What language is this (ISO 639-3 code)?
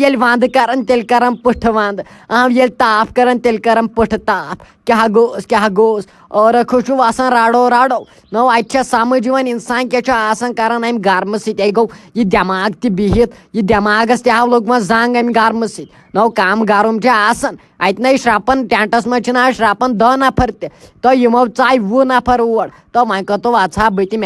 kas